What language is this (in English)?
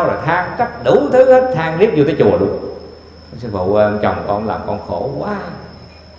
Vietnamese